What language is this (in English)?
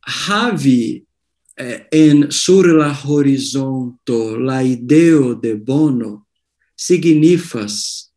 Esperanto